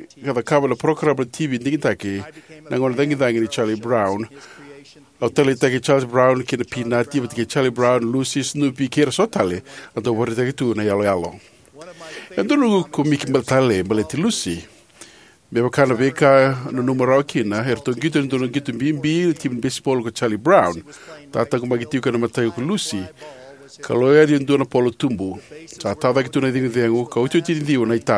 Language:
Fijian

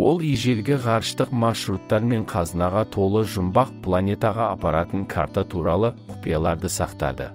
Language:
Kazakh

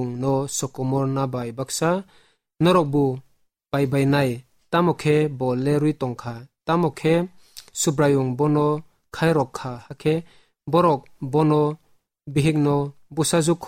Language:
Kok Borok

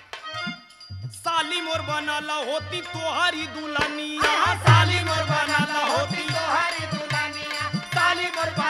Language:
Bhojpuri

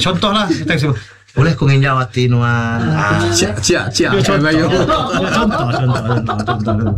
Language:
Iban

